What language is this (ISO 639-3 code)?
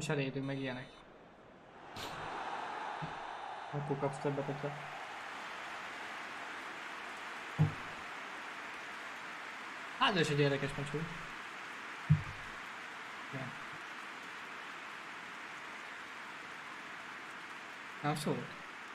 hun